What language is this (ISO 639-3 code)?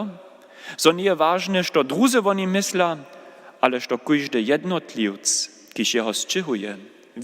hsb